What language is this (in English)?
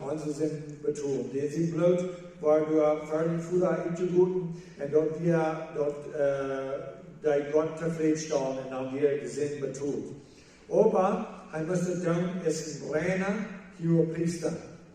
Plautdietsch